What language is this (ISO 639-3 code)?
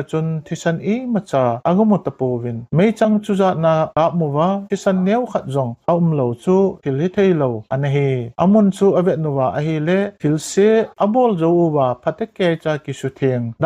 tcz